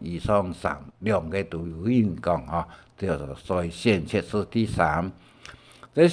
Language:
Hakka Chinese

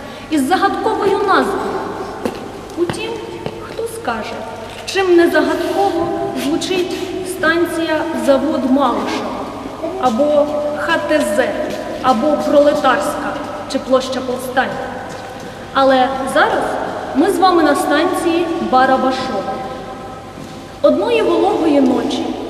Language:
Ukrainian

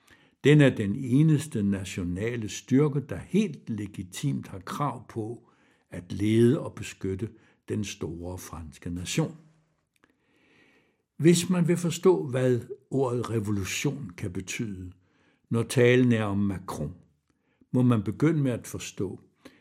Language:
Danish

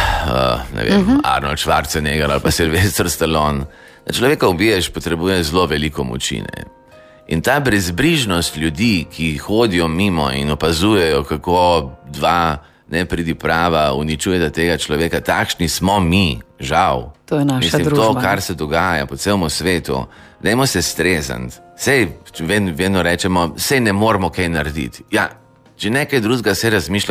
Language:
Slovenian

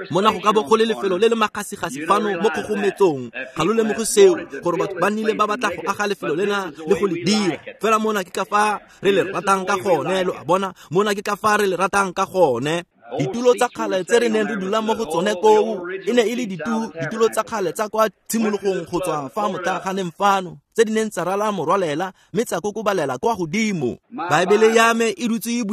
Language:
Tswana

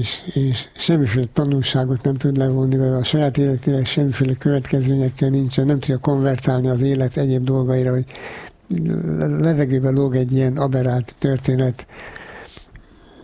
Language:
Hungarian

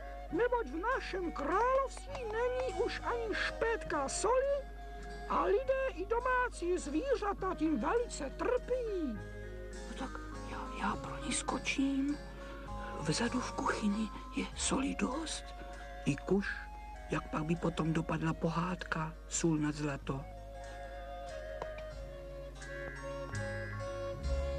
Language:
Czech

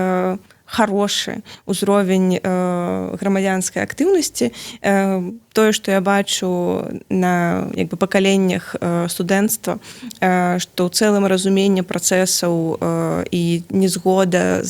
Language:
Belarusian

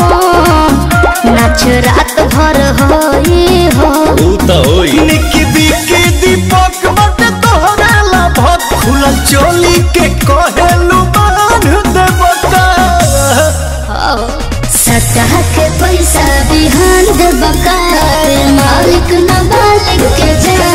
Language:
Bhojpuri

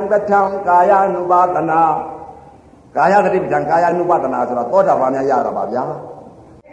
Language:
Burmese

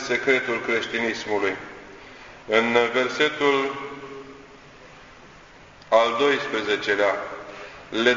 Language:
Romanian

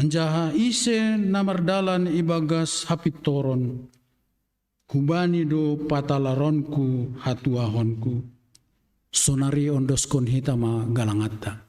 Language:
Batak Simalungun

